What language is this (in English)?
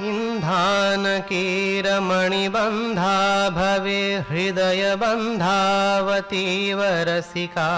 Sanskrit